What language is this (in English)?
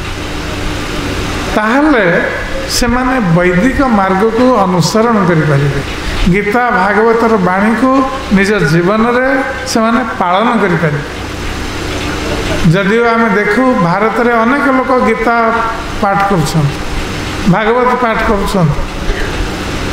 Odia